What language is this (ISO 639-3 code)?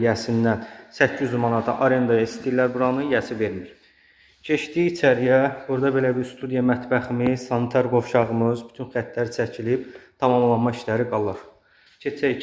aze